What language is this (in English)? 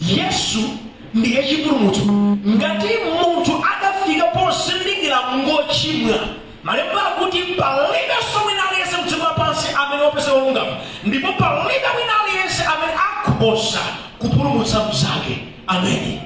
Nyanja